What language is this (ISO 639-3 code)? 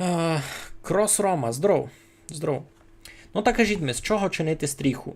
rue